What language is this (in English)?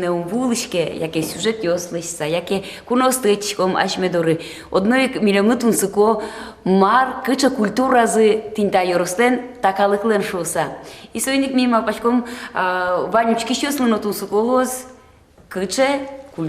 Udmurt